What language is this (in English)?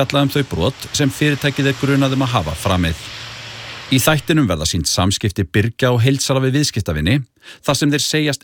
Icelandic